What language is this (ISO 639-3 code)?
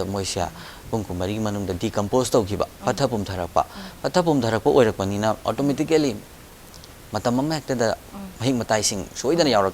mni